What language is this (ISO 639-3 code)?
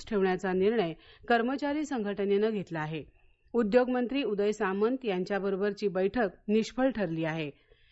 mar